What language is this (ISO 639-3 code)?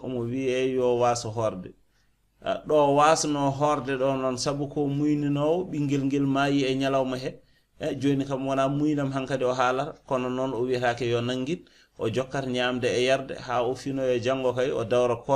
ful